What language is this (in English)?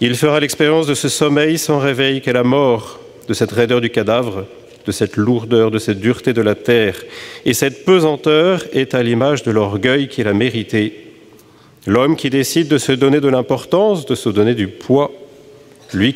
French